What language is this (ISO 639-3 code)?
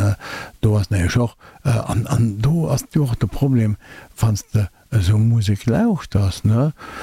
ltz